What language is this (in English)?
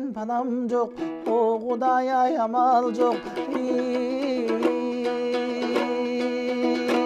Kyrgyz